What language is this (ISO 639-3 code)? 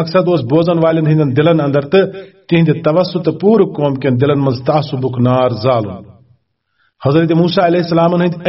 kas